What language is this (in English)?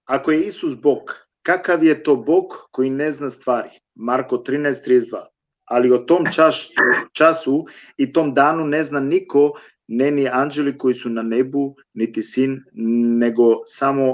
Balkan Romani